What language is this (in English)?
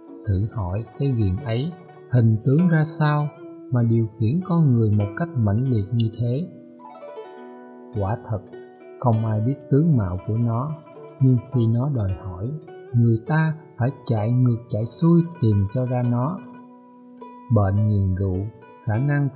Vietnamese